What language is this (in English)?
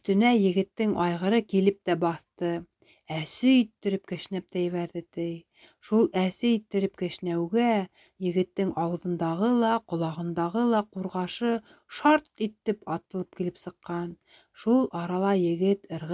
Bashkir